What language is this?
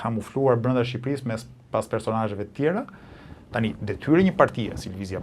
Albanian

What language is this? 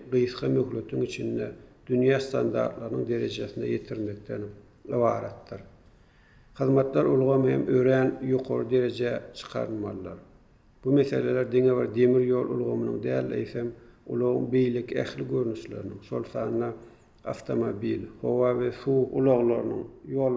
Turkmen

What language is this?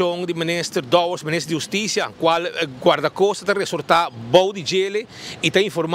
Papiamento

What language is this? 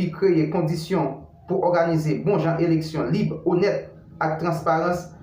Haitian Creole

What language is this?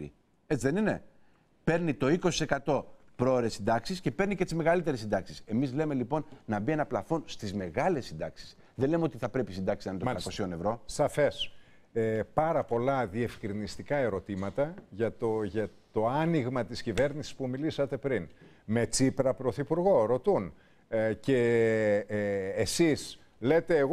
Greek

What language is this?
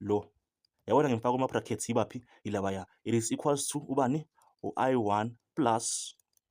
Zulu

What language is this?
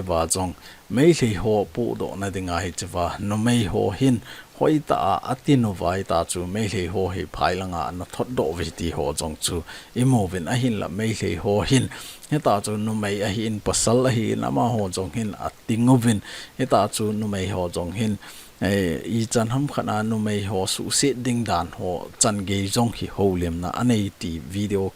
Thado Chin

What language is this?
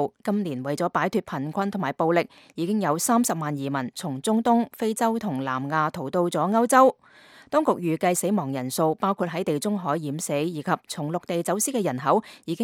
Cantonese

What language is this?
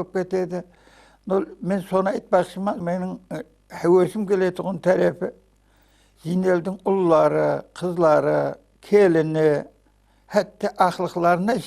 Kara-Kalpak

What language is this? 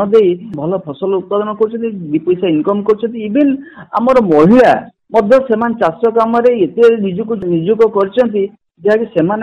Odia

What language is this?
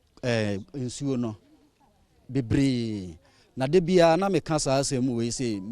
Akan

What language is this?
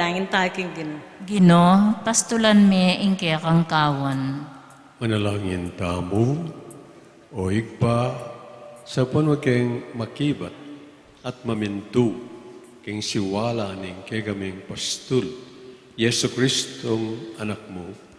Pampanga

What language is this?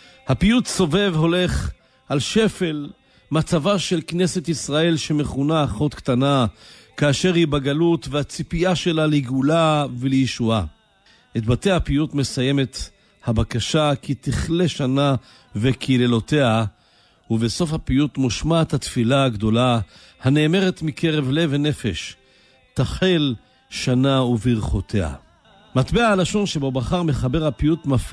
Hebrew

